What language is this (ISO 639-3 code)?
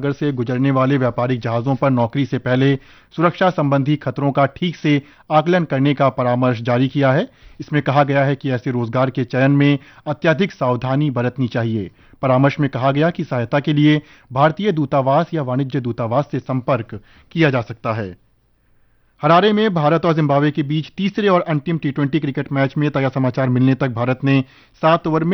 hin